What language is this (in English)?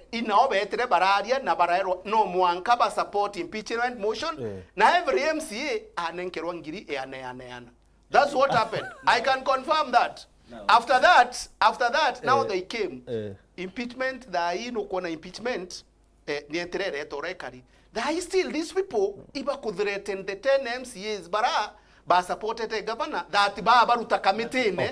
Meru